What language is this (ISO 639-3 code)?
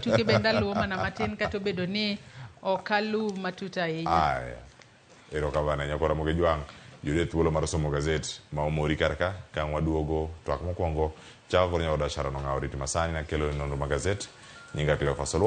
luo